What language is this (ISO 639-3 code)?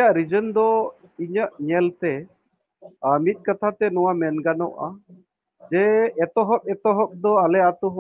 sat